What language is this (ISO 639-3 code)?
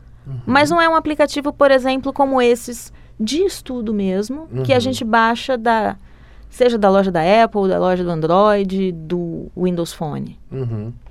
por